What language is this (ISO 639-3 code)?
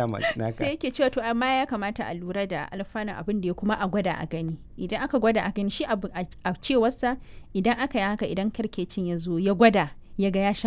hau